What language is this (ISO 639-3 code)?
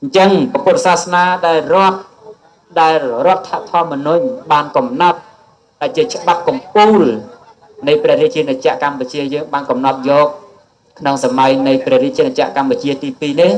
khm